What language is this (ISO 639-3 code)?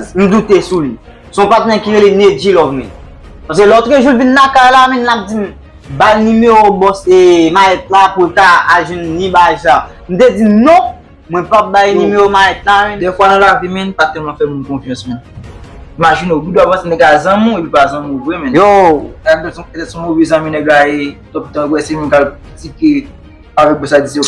hat